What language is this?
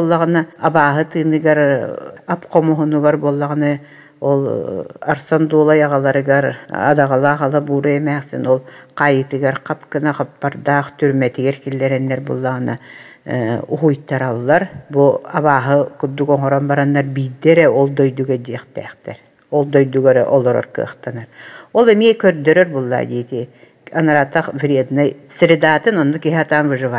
Yakut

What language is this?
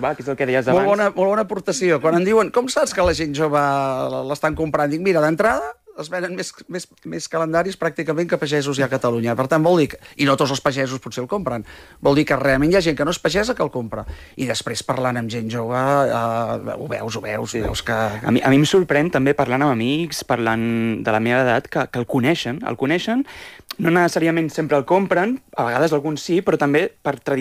Catalan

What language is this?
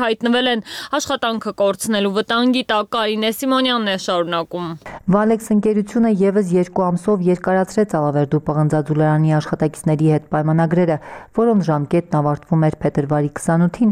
Armenian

